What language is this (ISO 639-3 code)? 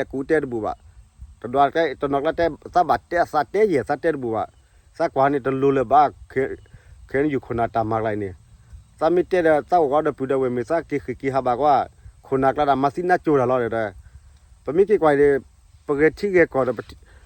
ksw